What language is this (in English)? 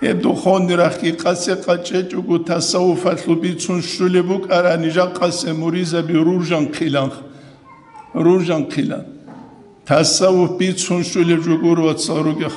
Avaric